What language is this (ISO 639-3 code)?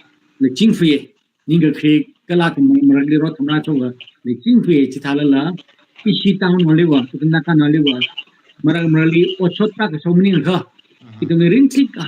nmf